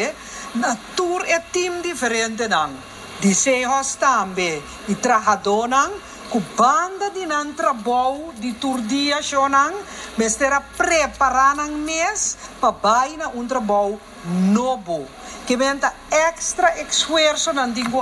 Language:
Papiamento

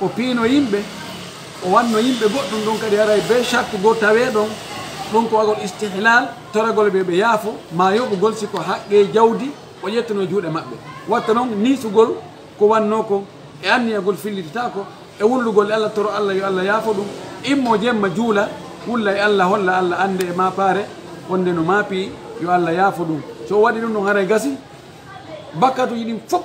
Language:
Fula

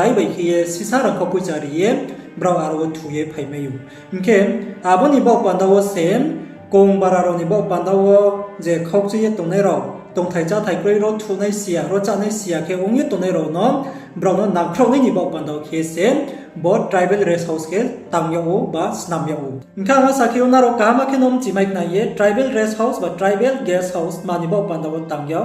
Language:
Riang (India)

